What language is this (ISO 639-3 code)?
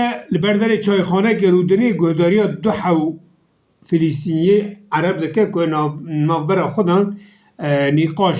kur